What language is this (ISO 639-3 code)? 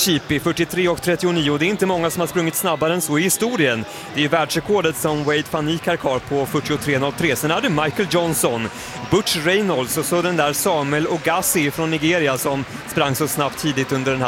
swe